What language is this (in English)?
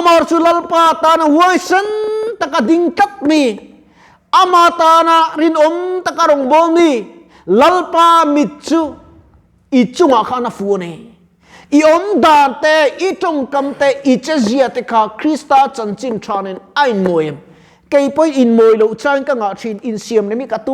Mizo